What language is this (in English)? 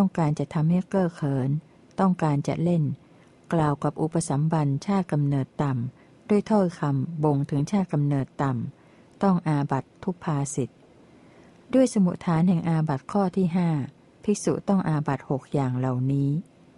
Thai